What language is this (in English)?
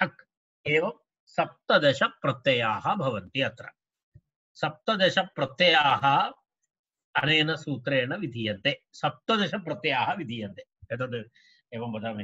Sanskrit